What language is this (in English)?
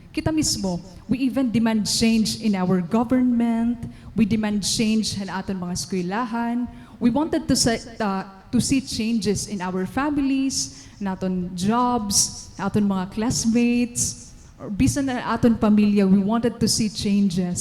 Waray